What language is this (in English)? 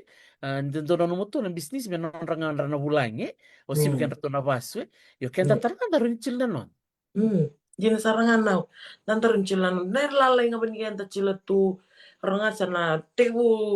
Fijian